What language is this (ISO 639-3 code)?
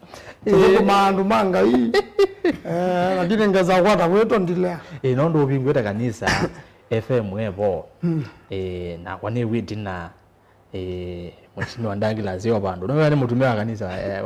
kam